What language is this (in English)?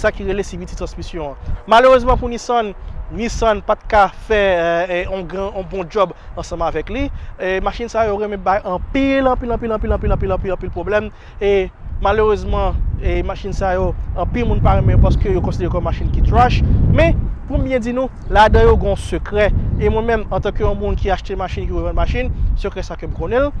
Haitian Creole